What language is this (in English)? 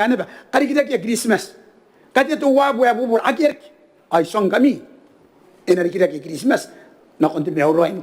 Gilbertese